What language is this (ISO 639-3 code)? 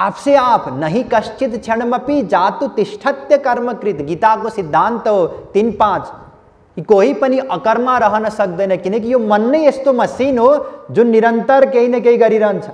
nep